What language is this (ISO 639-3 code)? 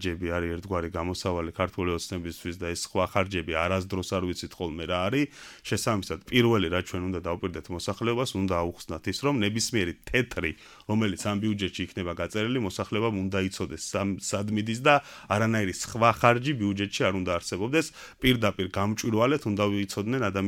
kat